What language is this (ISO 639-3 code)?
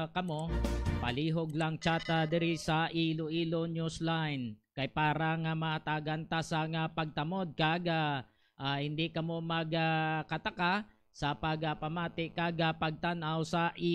hil